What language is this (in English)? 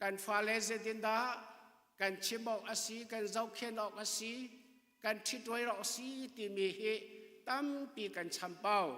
Hakha Chin